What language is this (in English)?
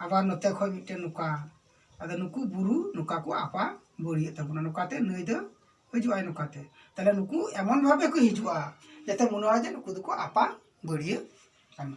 Santali